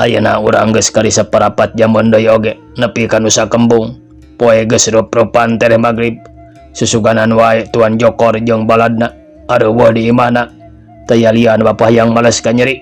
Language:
Sundanese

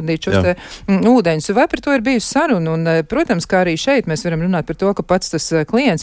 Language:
Latvian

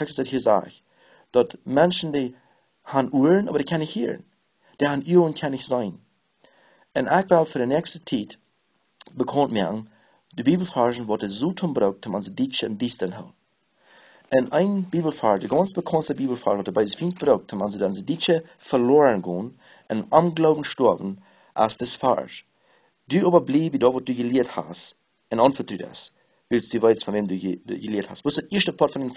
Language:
Plautdietsch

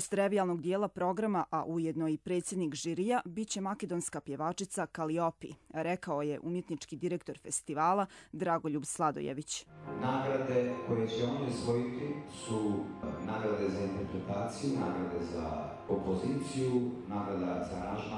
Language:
Croatian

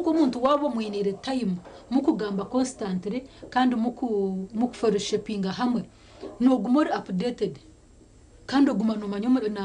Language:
Nyankole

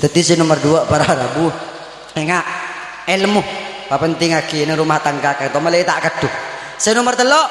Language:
Madurese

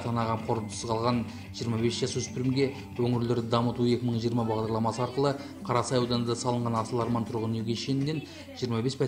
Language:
Kazakh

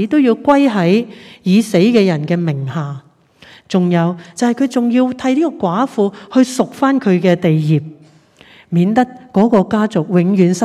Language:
Cantonese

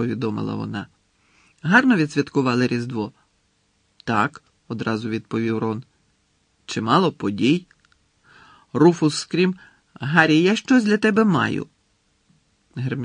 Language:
Ukrainian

